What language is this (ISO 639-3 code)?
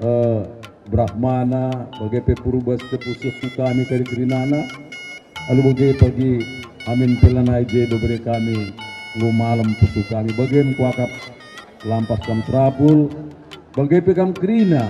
btx